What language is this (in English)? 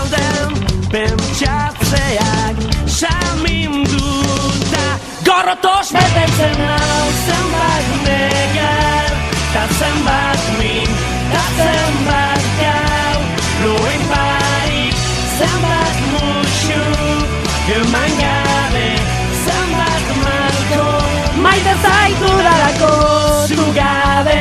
Basque